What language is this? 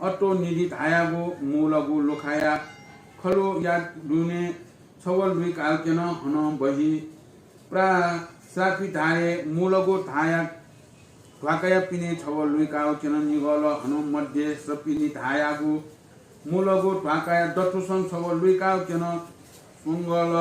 Newari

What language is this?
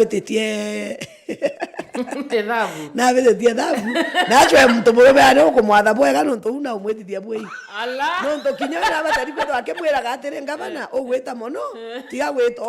Meru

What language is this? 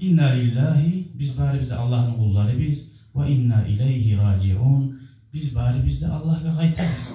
Kumyk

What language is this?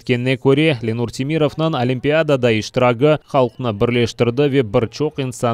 Crimean Tatar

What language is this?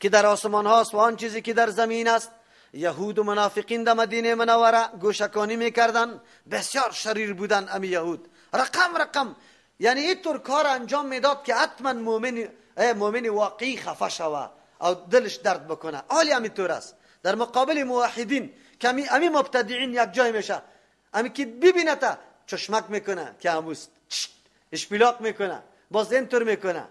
Persian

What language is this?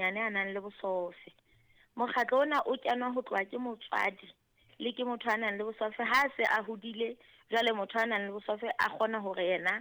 Southern Sotho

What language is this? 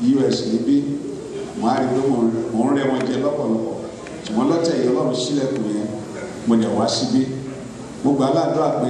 Yoruba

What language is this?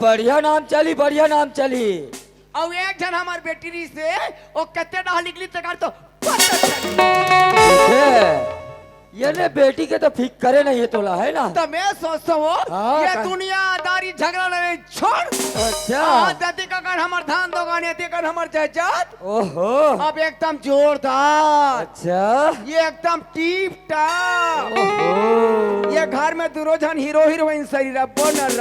Chhattisgarhi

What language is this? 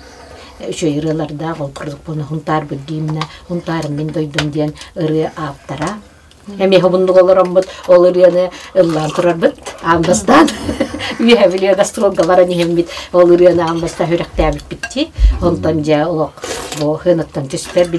Yakut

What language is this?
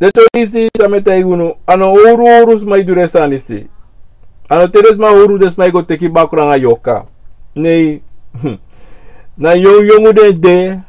Sranan Tongo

